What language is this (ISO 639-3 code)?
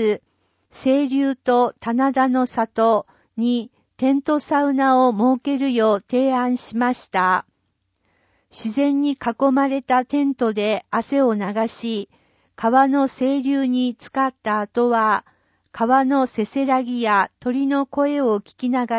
jpn